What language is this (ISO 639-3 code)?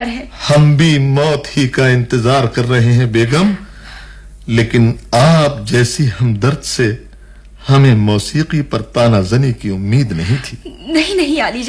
urd